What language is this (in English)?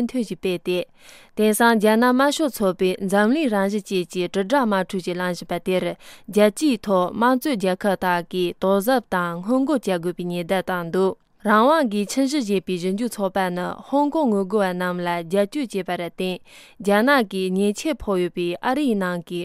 Tibetan